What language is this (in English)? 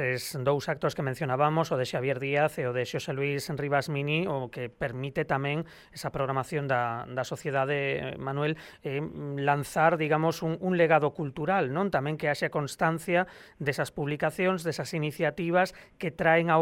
Galician